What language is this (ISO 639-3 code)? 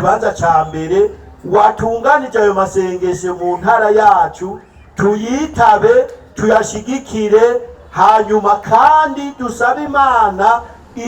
run